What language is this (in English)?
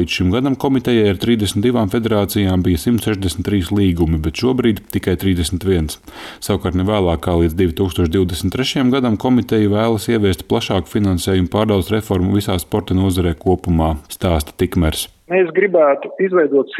Latvian